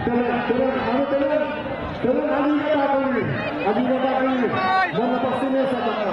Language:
Yakut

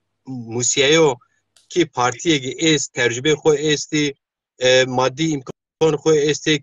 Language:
Zaza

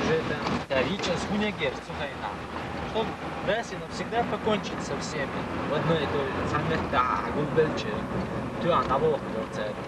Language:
Chechen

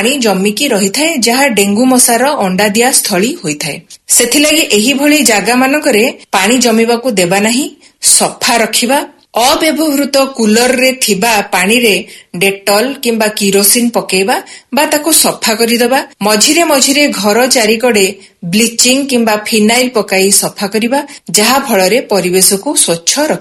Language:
Odia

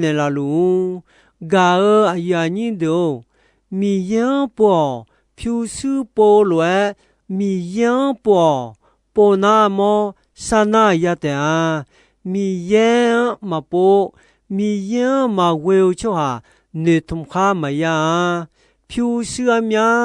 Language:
Akha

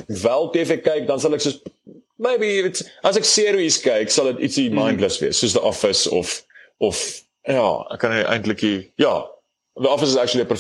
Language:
Afrikaans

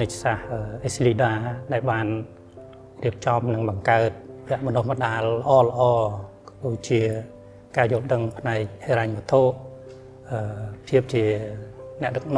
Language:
Khmer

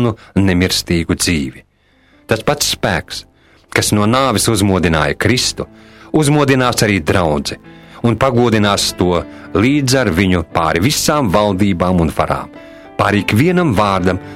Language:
Latvian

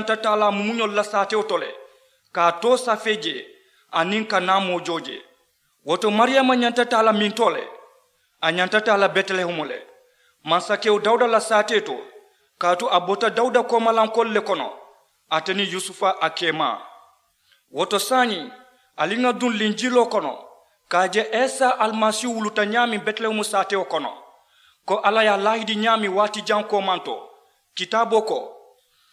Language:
Mandingo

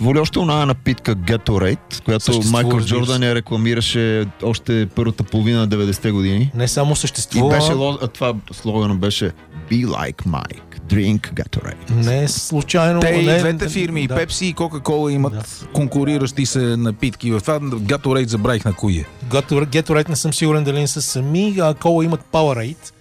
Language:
Bulgarian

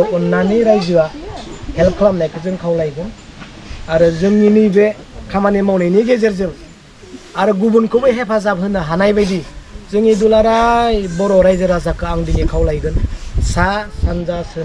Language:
Bodo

